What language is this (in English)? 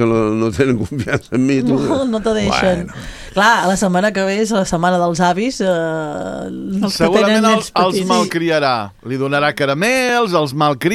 Catalan